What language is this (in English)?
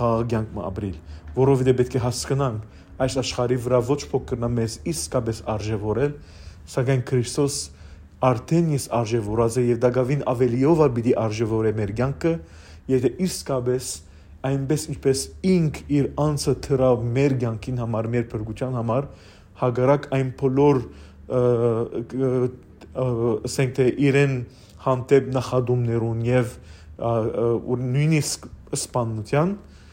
Western Armenian